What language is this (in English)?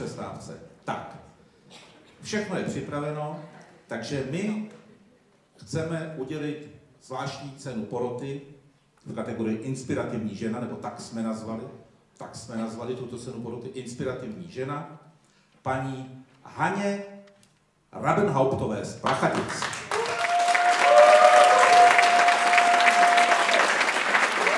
Czech